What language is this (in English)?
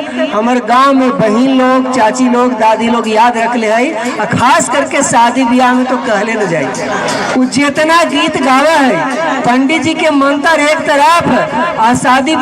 Magahi